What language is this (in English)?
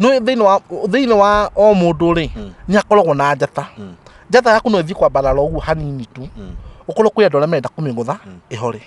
Kikuyu